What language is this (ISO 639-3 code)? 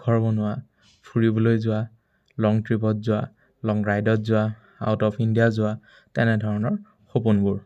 asm